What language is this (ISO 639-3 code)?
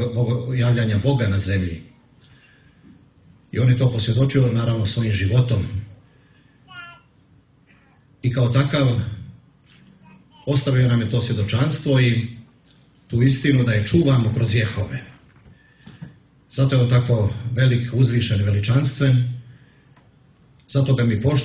srp